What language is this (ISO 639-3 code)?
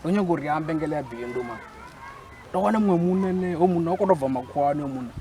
ven